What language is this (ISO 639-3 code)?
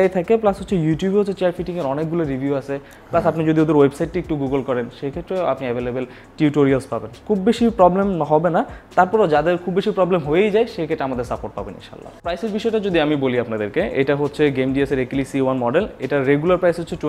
ben